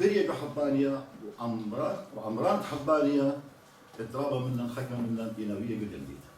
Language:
Assyrian Neo-Aramaic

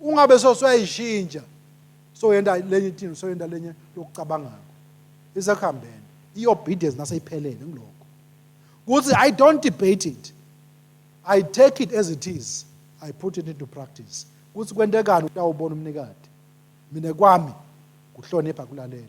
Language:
Swati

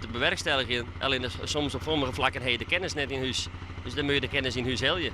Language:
Western Frisian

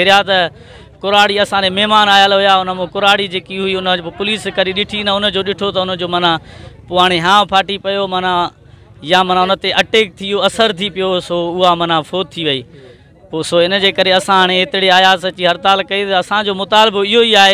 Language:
Sindhi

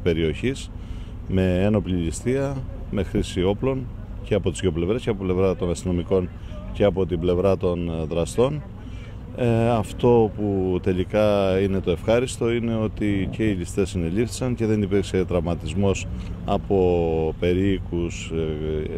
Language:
Greek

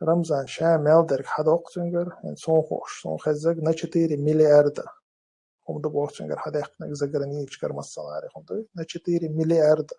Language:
Chechen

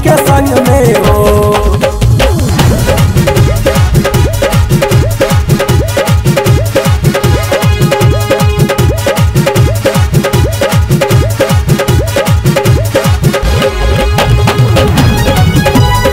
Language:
Bhojpuri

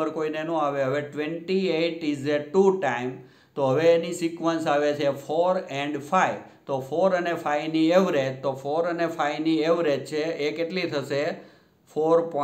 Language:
Gujarati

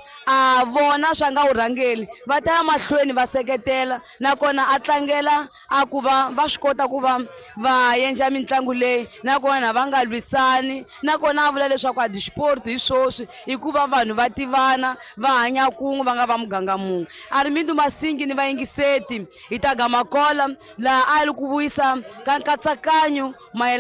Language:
Tsonga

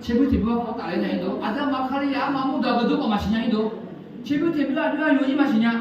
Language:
Akha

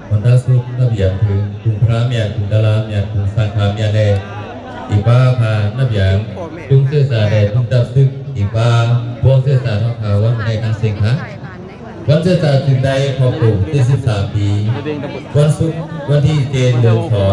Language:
Shan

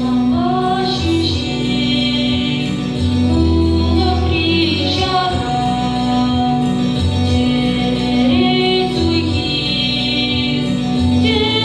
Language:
Chuvash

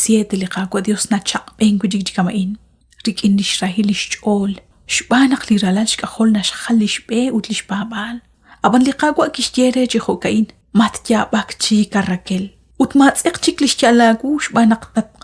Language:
Kekchí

